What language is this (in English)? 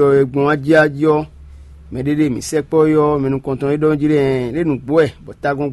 Fon